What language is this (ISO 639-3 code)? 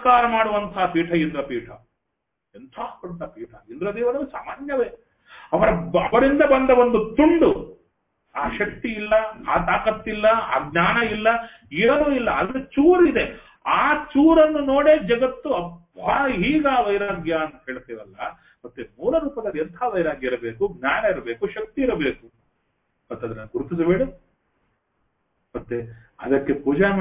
kan